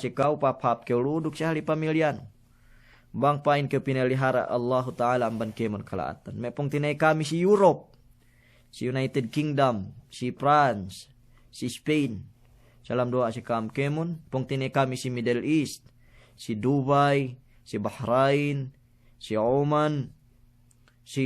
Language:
Yakan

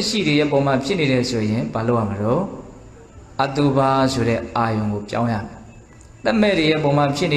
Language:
Burmese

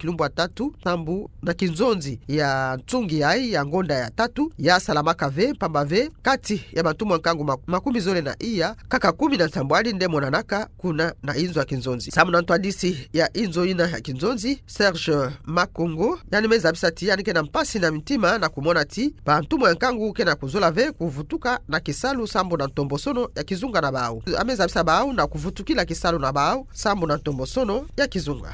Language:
Kituba (Democratic Republic of Congo)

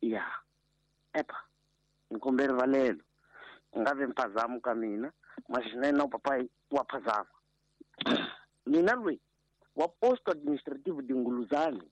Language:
Tsonga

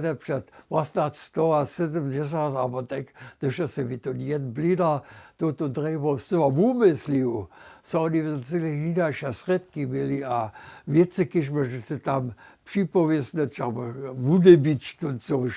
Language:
Upper Sorbian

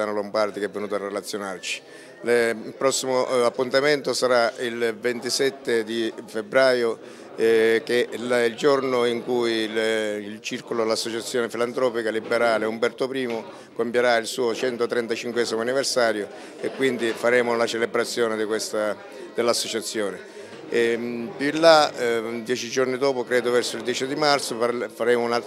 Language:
Italian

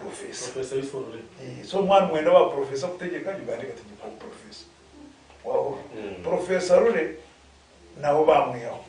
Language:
Nyankole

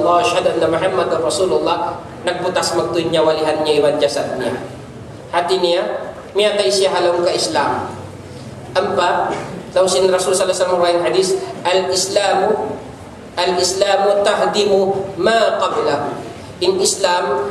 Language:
Tausug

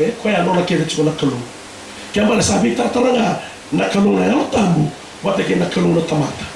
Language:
Fijian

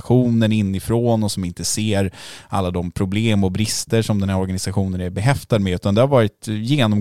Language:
Swedish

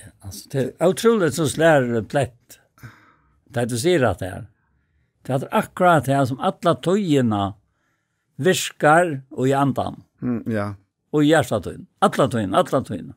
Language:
Faroese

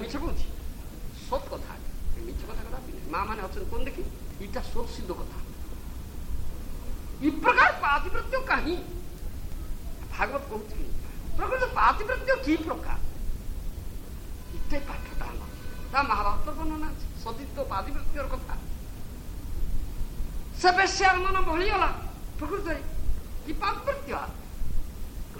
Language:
Odia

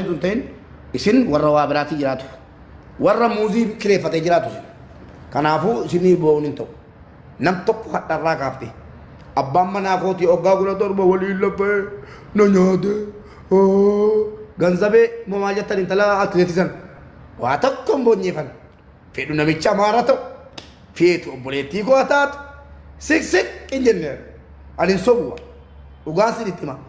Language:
Oromo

